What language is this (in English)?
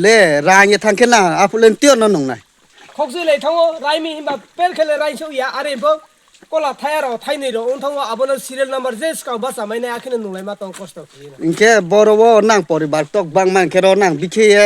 Riang (India)